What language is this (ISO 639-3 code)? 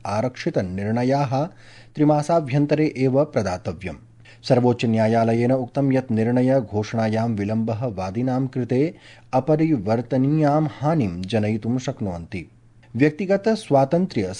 san